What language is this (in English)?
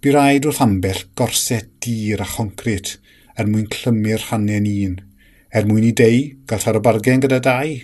Welsh